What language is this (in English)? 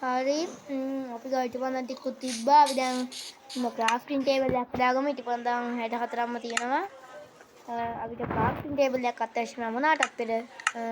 Sinhala